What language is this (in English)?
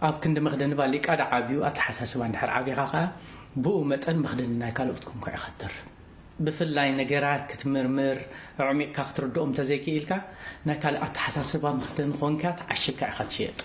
Tigrinya